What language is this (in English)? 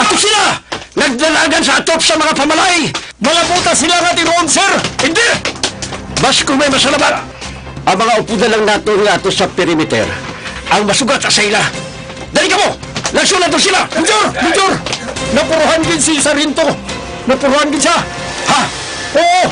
Hiligaynon